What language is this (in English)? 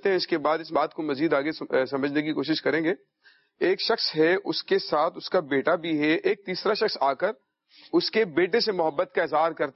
Urdu